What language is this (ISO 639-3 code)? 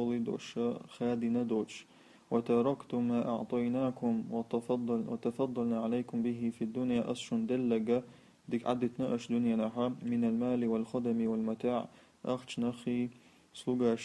che